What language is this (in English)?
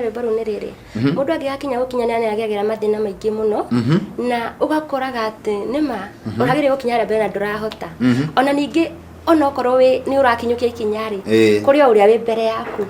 Kikuyu